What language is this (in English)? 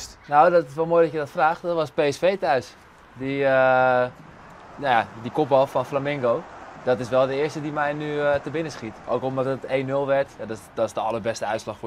Western Frisian